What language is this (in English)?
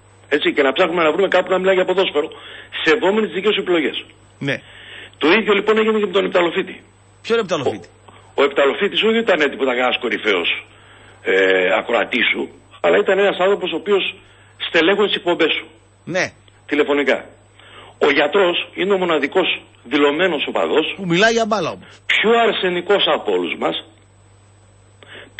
Greek